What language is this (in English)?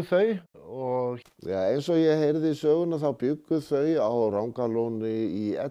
Icelandic